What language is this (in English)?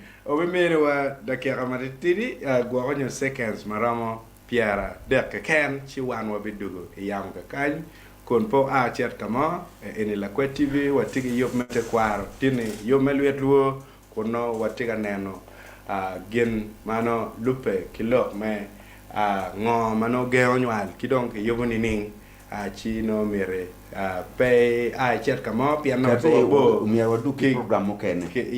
Acoli